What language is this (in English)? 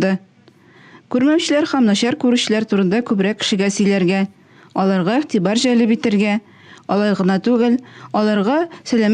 Tatar